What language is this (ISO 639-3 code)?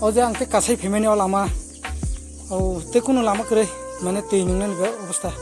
trp